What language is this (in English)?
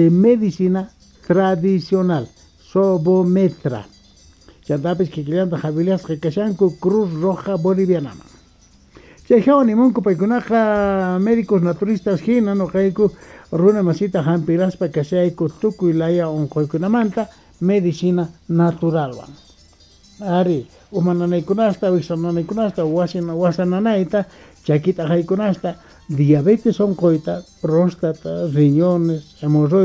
South Bolivian Quechua